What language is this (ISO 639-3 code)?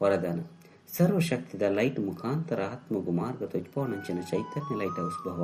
tcy